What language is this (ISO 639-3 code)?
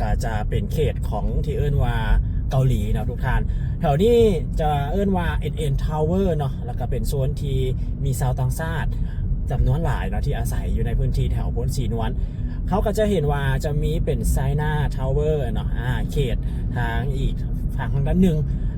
lao